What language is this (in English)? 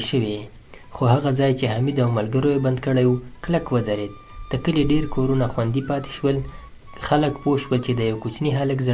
Pashto